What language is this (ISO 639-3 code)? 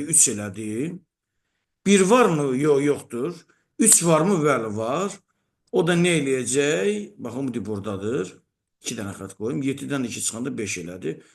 aze